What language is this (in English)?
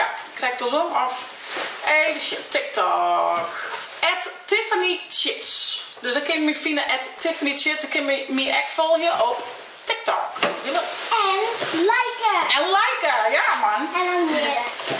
Western Frisian